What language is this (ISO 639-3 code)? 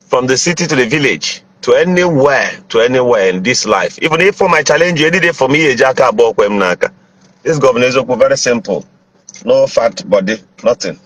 ibo